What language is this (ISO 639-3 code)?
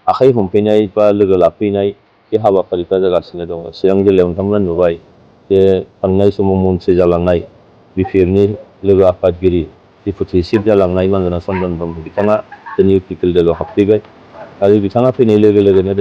brx